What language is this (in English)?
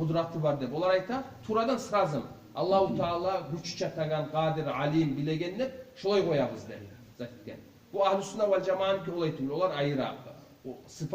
Kumyk